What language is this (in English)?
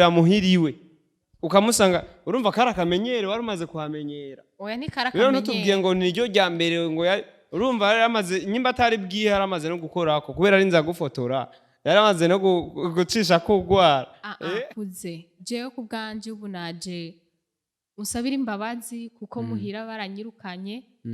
Rundi